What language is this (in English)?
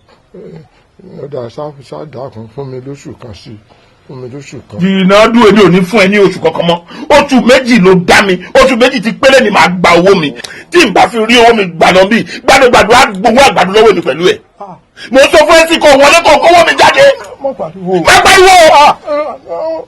Yoruba